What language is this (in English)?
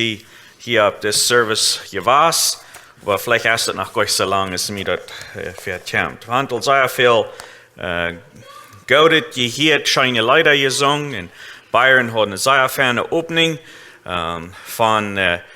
Plautdietsch